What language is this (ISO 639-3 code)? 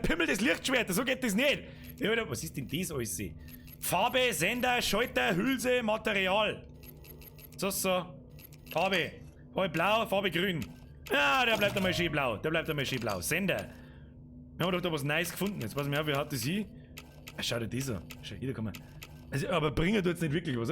bar